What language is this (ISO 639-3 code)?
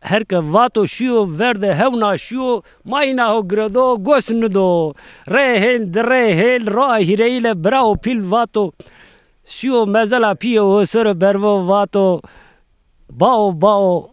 zza